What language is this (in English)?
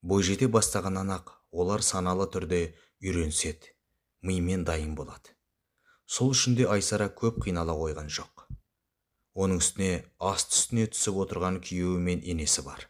Kazakh